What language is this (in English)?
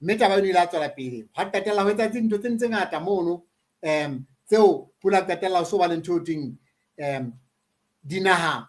Southern Sotho